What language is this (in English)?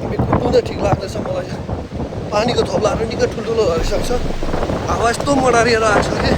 Nepali